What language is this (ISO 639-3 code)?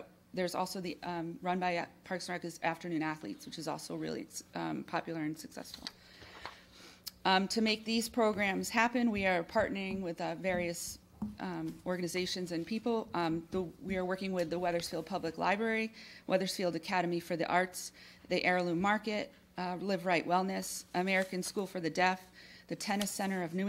eng